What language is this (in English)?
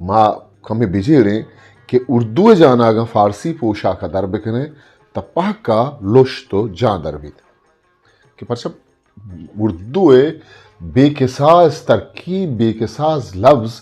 Eastern Balochi